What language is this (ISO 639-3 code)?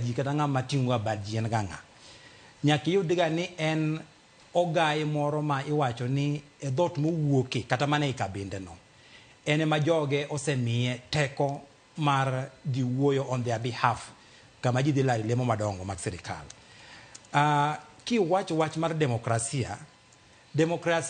luo